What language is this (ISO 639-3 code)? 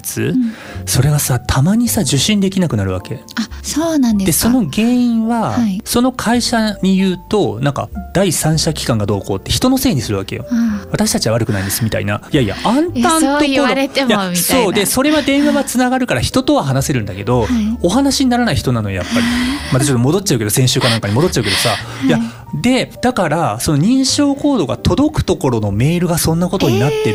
jpn